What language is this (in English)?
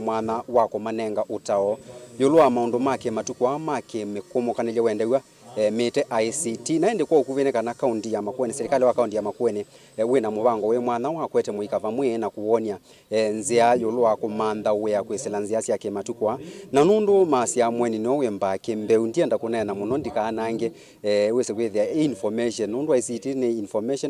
Kamba